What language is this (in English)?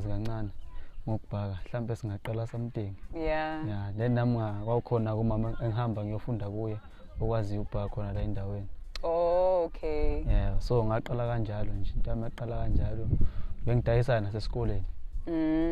Zulu